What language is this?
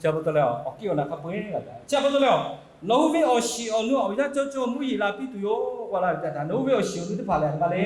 Lahu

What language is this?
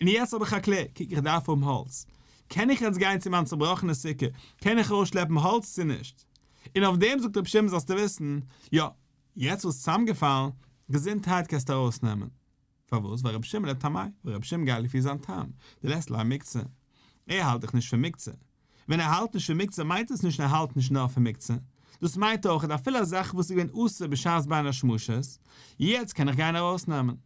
Yiddish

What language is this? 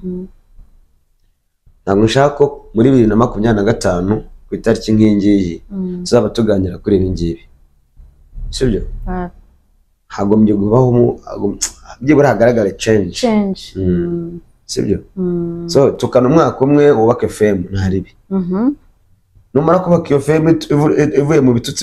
Kinyarwanda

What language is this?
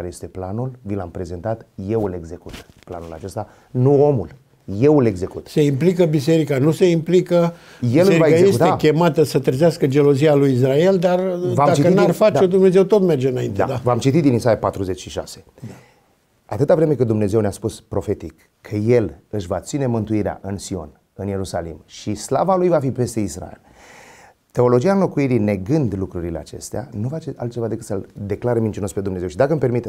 Romanian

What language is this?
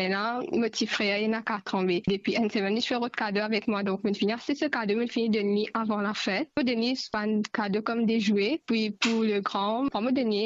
Morisyen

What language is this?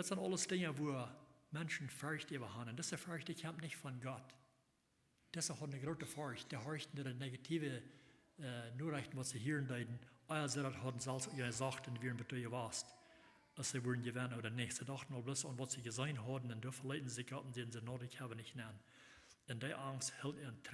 Plautdietsch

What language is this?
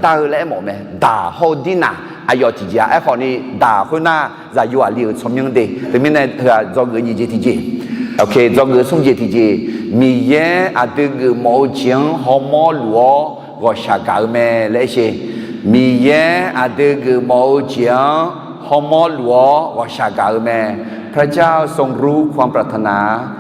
Akha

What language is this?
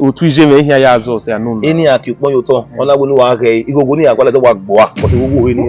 Bini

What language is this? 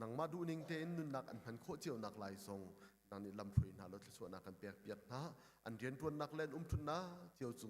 Hakha Chin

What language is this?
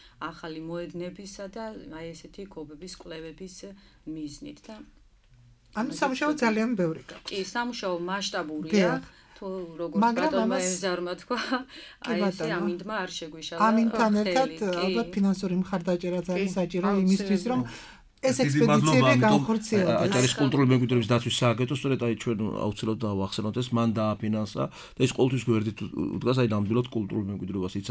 Georgian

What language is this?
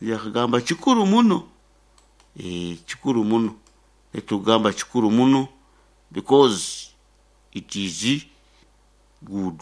Nyoro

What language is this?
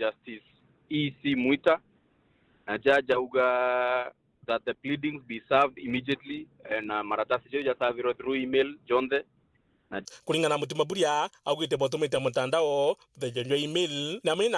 Meru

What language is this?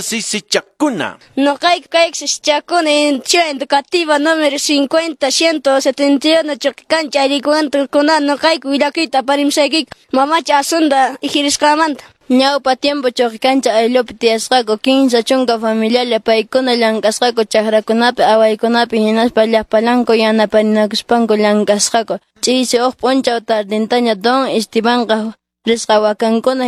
Quechua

